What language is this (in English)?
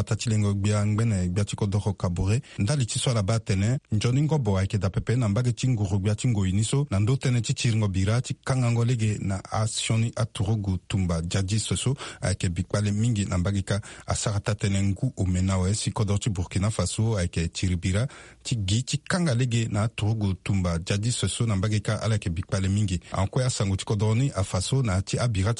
Sango